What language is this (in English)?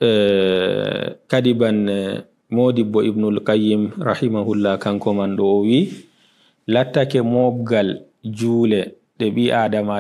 Fula